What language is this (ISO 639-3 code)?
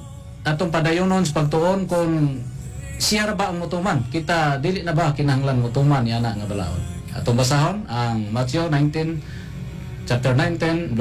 ceb